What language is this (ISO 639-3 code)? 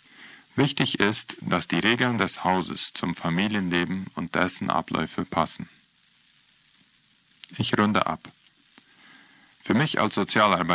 deu